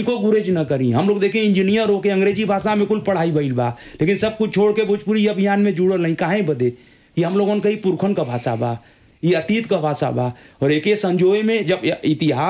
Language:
Bhojpuri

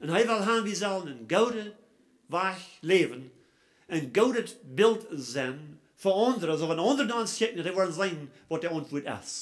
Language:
Plautdietsch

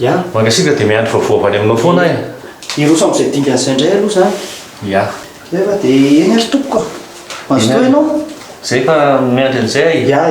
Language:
Malagasy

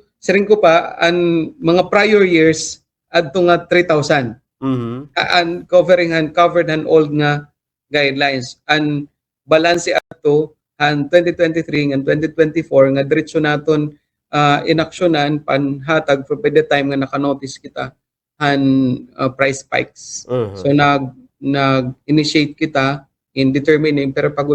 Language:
Waray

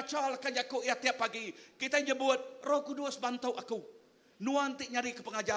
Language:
Iban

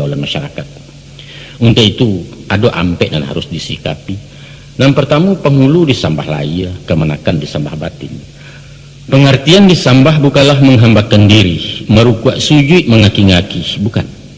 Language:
Minangkabau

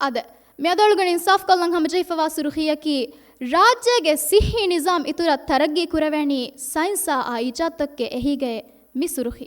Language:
Divehi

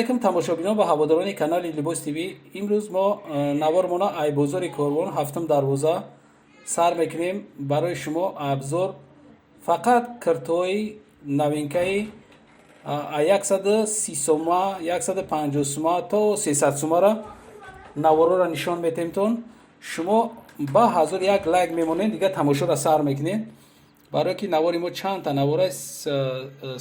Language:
Tajik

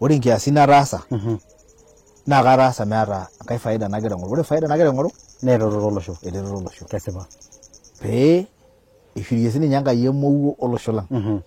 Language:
Masai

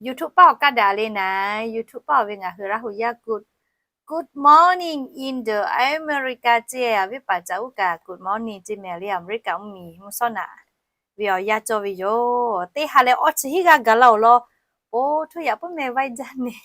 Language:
Lahu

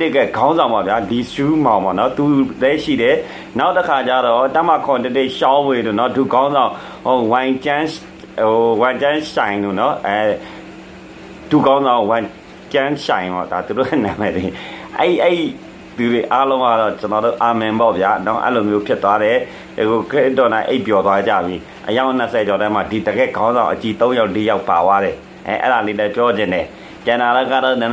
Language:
Burmese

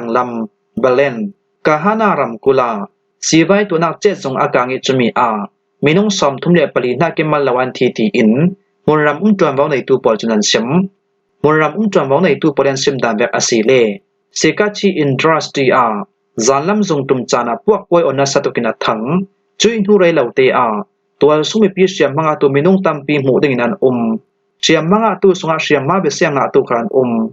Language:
Falam Chin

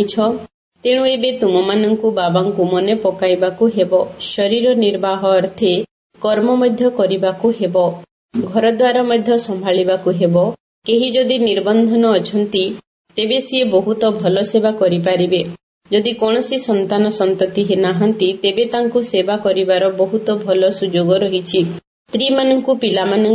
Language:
Odia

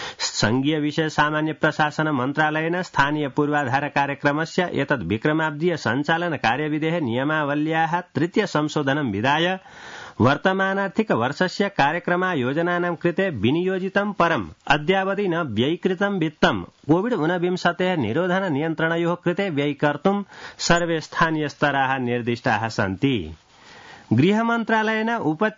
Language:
Sanskrit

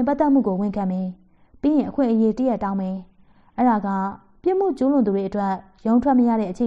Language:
Burmese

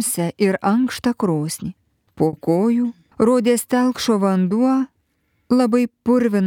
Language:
Lithuanian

